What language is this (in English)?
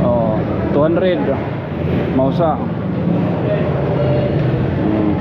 Waray